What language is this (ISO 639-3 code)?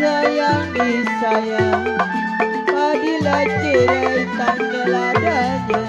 bew